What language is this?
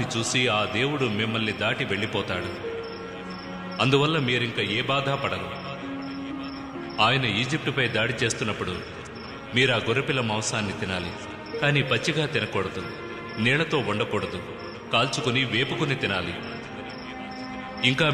Telugu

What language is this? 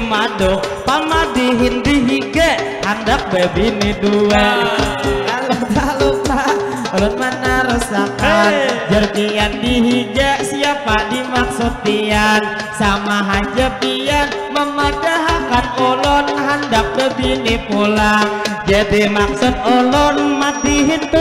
Banjar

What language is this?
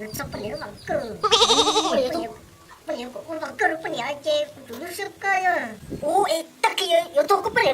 Hmong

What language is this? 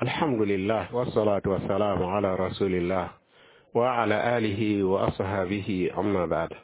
Mossi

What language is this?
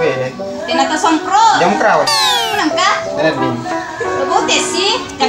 Buginese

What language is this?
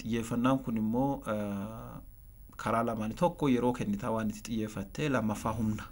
Oromo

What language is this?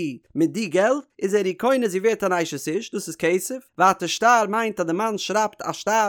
Yiddish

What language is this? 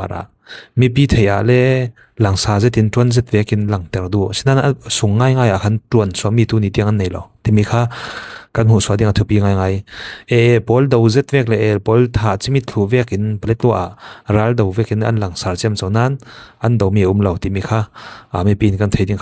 Falam Chin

